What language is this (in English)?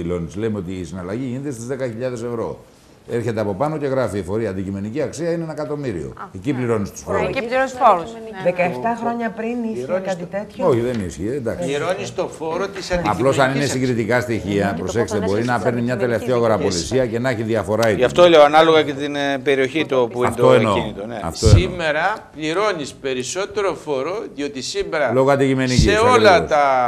Greek